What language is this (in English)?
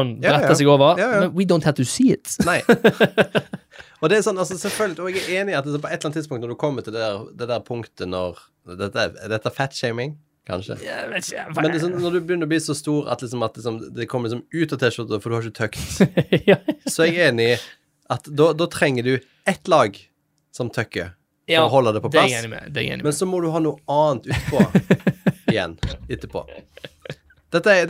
Norwegian